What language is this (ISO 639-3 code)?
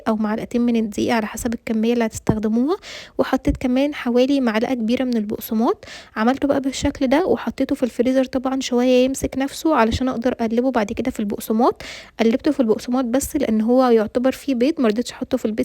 arz